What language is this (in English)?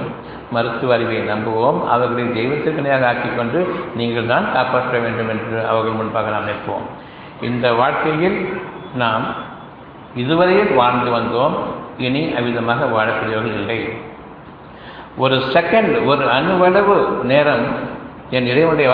Tamil